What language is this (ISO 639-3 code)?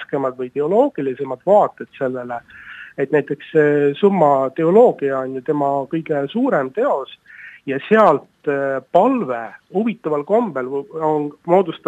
est